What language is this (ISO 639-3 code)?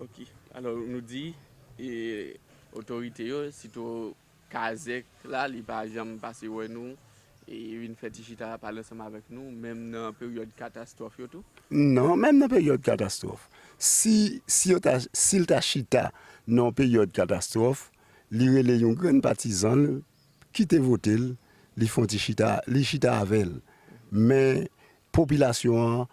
hat